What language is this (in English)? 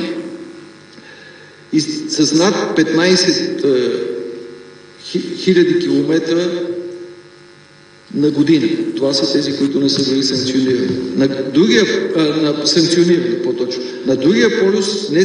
Bulgarian